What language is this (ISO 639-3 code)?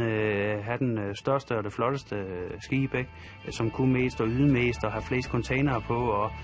dan